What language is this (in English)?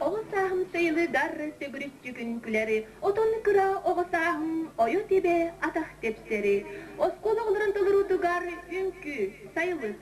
Yakut